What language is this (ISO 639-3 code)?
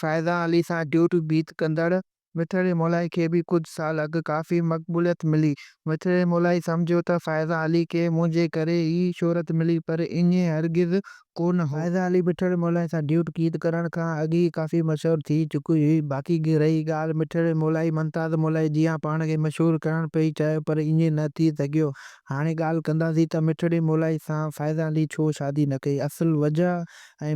snd